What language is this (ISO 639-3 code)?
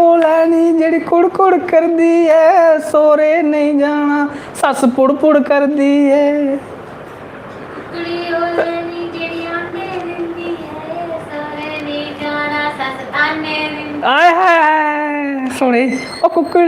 doi